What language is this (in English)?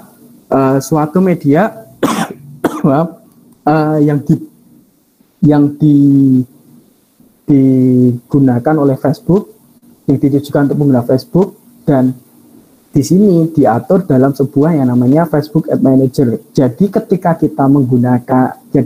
Indonesian